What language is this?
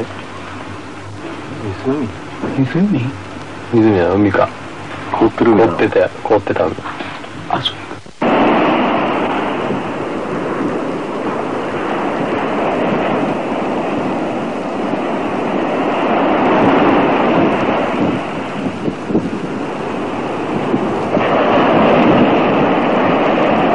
Japanese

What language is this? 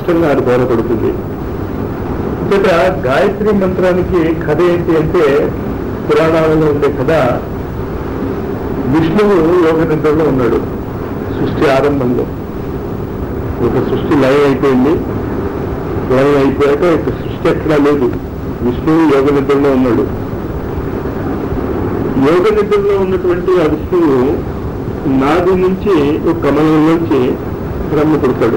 Telugu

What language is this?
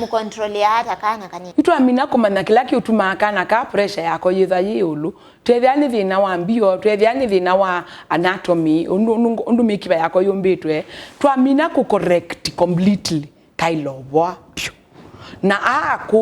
Kamba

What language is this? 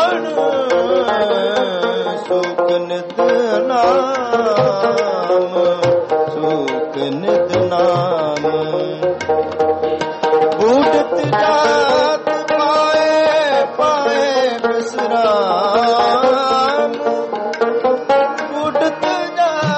Punjabi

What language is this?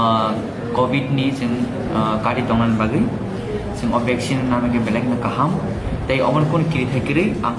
Kok Borok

